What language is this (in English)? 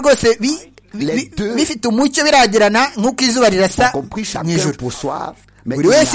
Kinyarwanda